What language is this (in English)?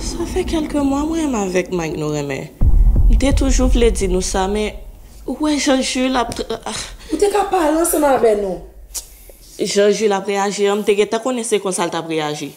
Haitian Creole